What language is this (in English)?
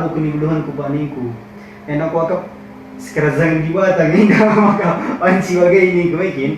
Batak Karo